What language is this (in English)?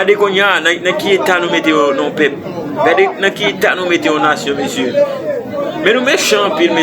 Haitian Creole